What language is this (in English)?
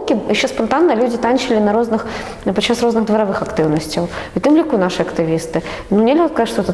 Belarusian